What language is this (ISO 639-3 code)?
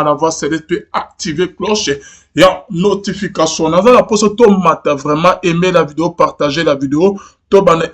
lin